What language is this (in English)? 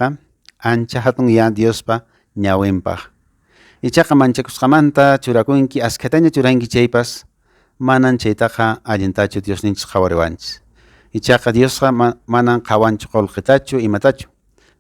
Quechua